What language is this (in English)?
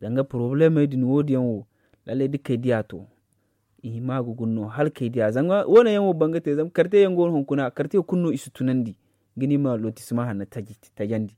Zarma